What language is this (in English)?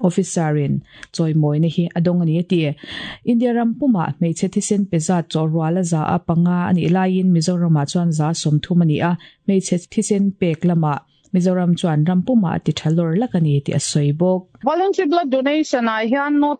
Mizo